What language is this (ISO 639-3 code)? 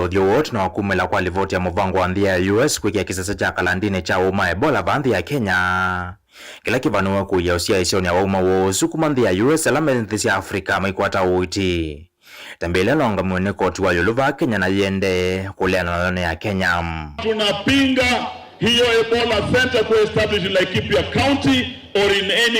kam